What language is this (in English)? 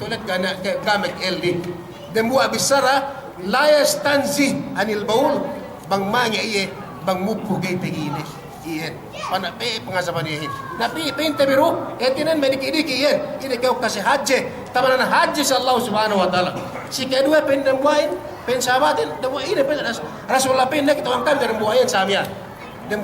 Yakan